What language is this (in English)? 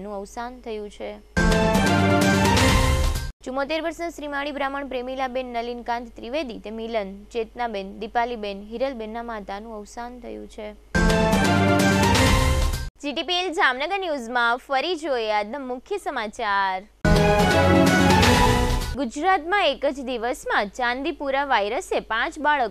Gujarati